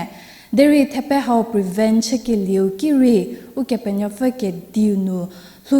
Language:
Angami Naga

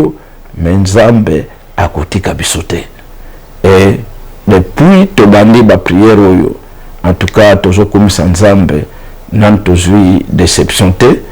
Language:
Lingala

